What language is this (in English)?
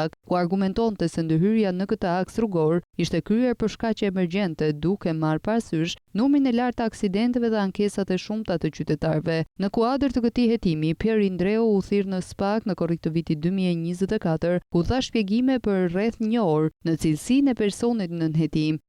Albanian